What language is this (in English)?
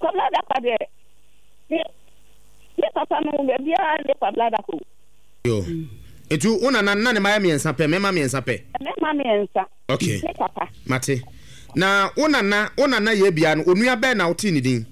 Akan